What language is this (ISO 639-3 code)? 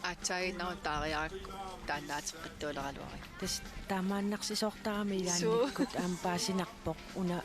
kal